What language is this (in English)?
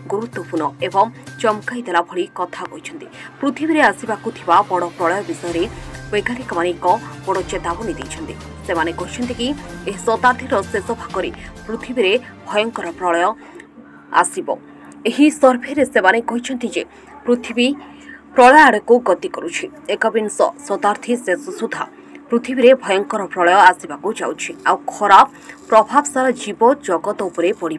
Odia